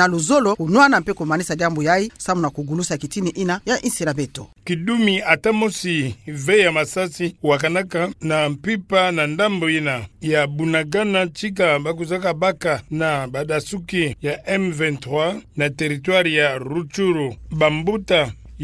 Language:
Kituba (Democratic Republic of Congo)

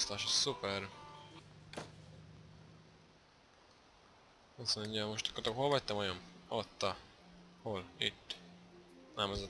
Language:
Hungarian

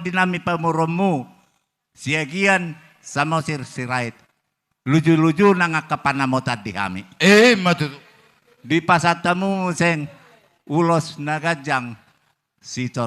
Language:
Batak Toba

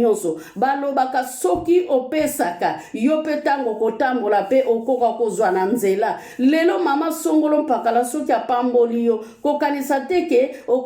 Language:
Lingala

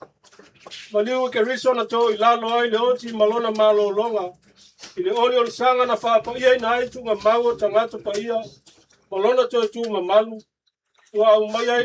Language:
Samoan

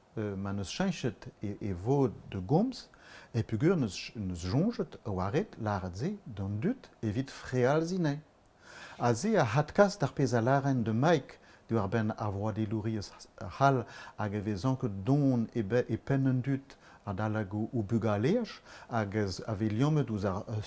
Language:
Breton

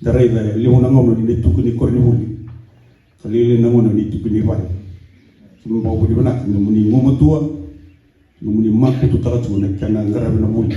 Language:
Fijian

